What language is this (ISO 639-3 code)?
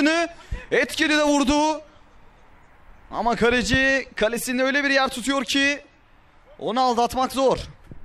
tur